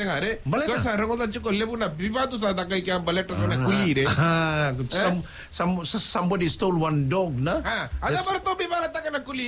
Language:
Fijian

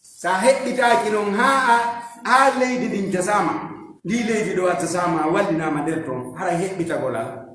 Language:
Fula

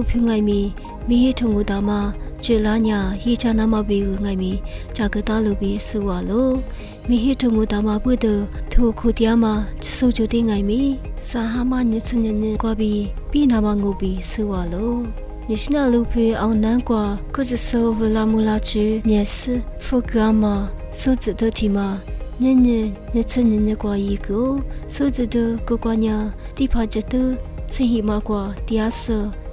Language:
Lisu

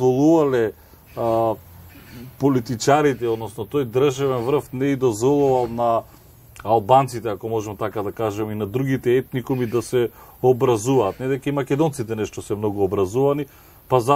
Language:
Macedonian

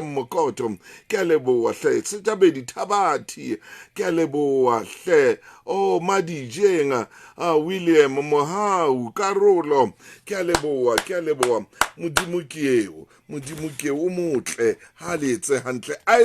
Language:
Southern Sotho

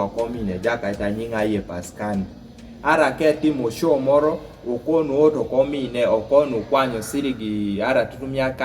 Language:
Kumam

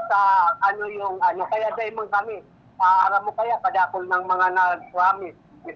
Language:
Bikol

